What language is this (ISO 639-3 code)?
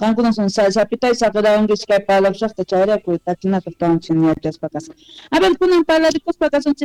que